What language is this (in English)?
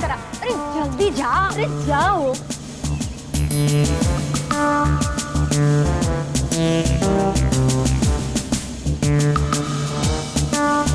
Bhojpuri